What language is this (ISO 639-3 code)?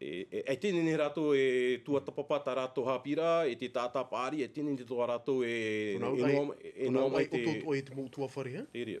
tah